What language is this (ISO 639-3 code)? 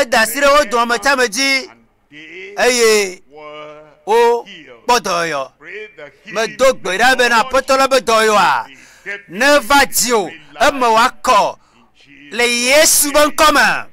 ewe